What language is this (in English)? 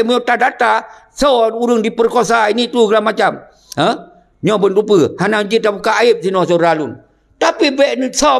Achinese